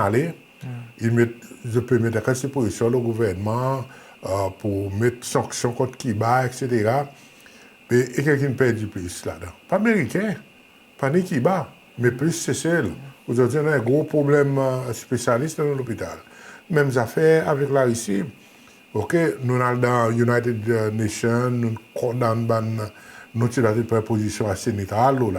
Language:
Seselwa Creole French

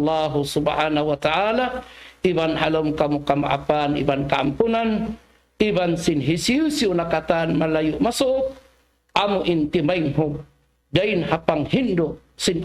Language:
Tausug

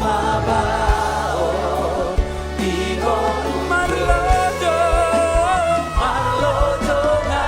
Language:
Batak Toba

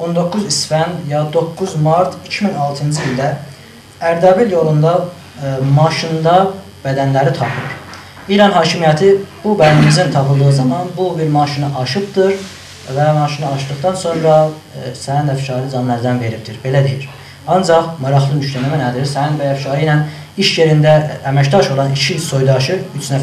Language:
South Azerbaijani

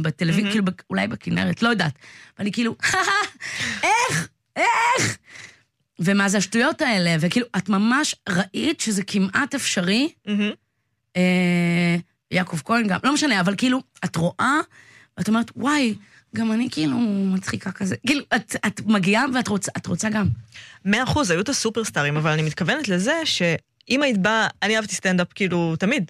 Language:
Hebrew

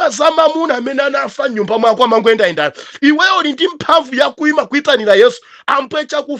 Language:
Nyanja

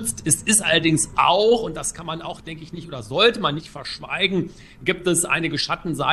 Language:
German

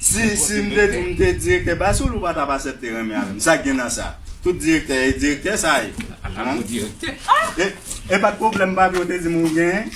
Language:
Haitian Creole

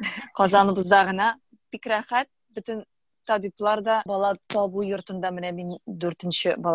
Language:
Tatar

